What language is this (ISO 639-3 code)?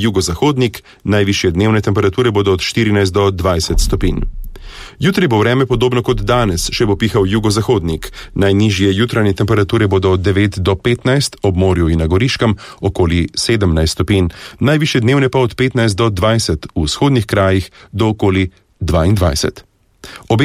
slv